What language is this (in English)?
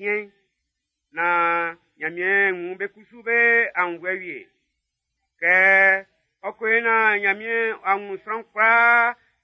Baoulé